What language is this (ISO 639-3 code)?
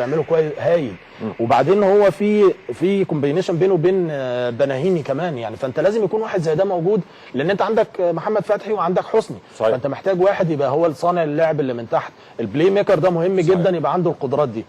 arz